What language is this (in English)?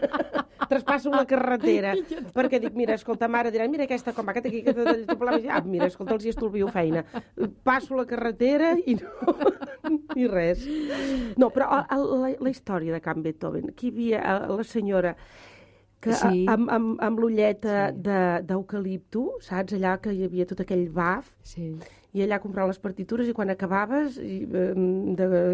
Catalan